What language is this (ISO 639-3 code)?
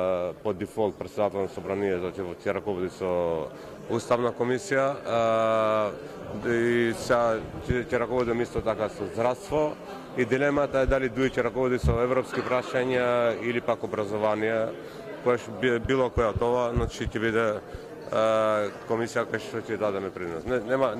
mkd